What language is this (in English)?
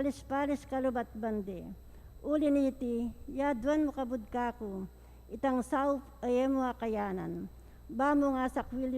Pampanga